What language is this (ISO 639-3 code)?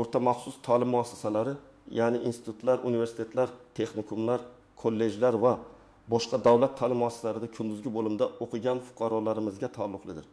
uzb